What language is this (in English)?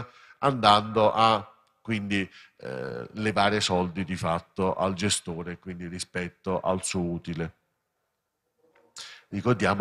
Italian